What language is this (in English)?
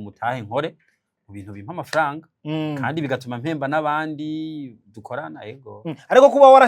Rundi